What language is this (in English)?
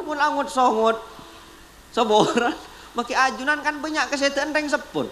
Madurese